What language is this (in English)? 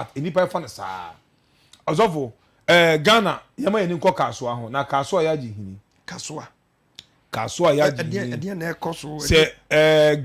Akan